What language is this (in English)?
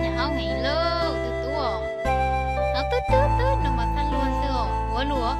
Hmong